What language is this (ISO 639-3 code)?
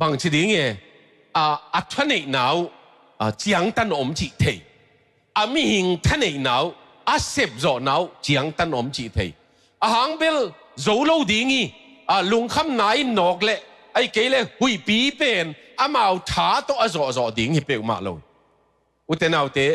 ctd